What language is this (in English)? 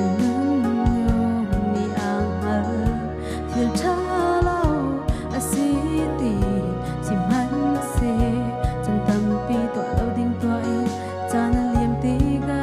Hakha Chin